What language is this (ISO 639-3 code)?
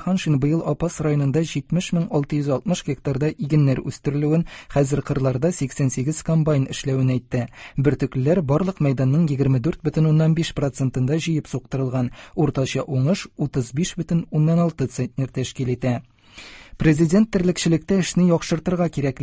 tat